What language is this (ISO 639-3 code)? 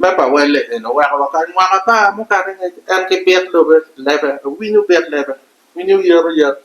ach